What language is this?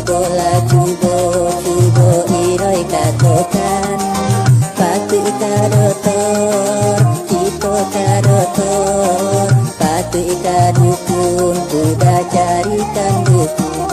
Minangkabau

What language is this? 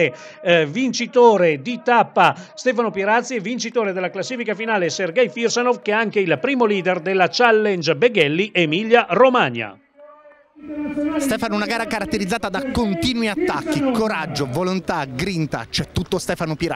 Italian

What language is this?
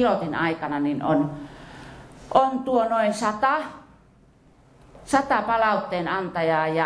Finnish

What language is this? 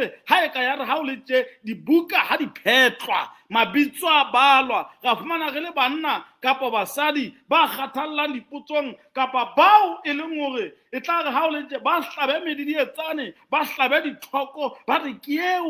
Southern Sotho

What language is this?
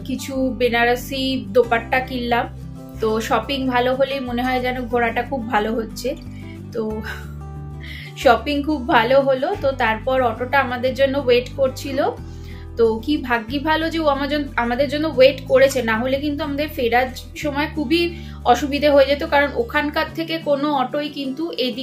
Bangla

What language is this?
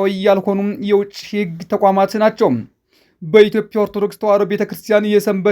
Amharic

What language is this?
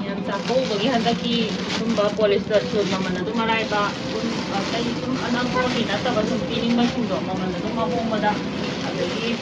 Manipuri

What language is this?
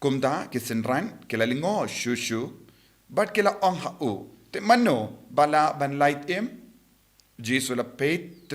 Khasi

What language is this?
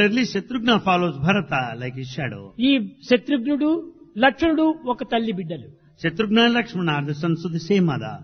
Telugu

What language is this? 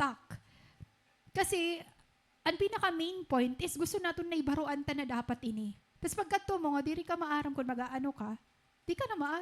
Waray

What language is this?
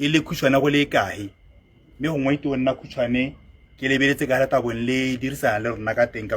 Tswana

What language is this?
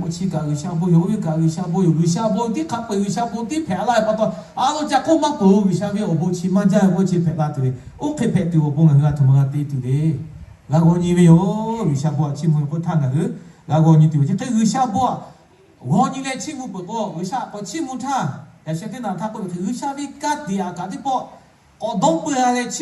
Lahu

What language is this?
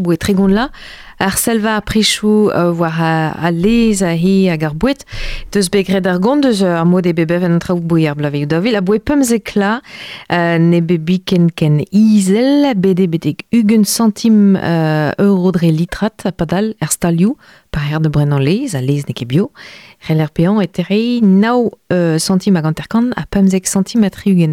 Breton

